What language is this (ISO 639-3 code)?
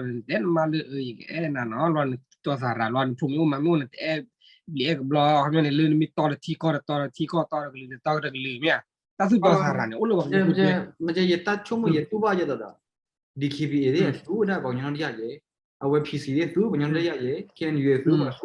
ksw